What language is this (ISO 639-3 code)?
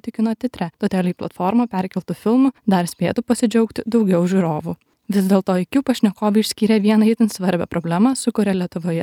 lit